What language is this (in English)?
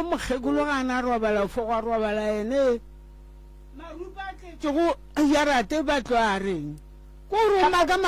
Northern Sotho